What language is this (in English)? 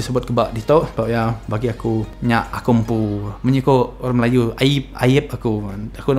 Iban